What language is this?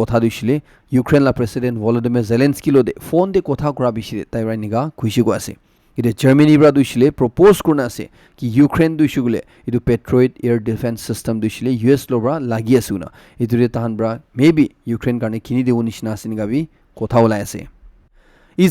Naga Pidgin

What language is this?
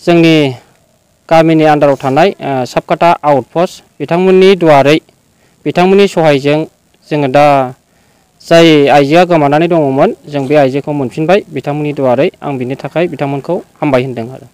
Bodo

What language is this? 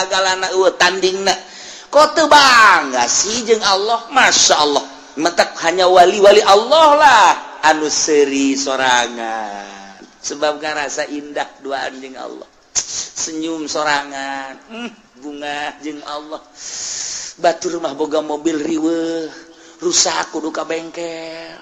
Sundanese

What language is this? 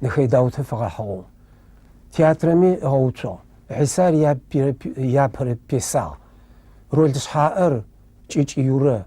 Adyghe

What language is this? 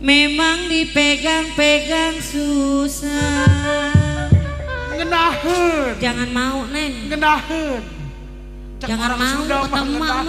Betawi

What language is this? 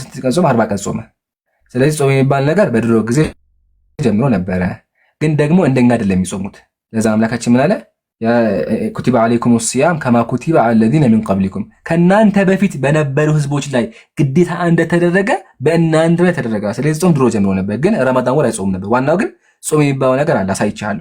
Amharic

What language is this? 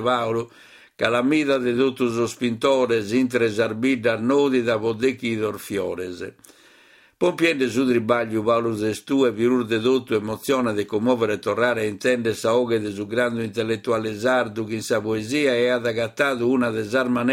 Sardinian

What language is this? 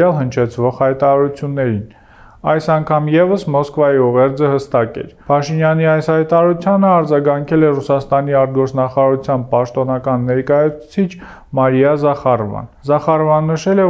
Armenian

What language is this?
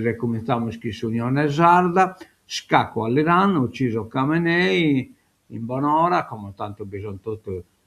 Sardinian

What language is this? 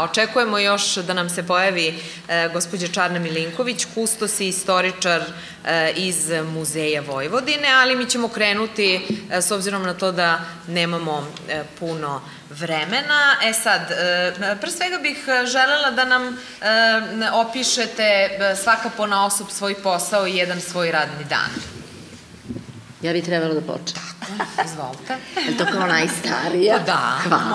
Serbian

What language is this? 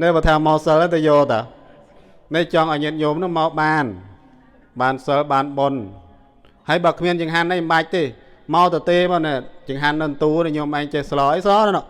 Khmer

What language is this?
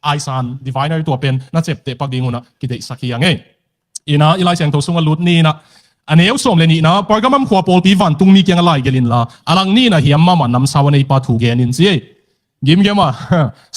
Tedim Chin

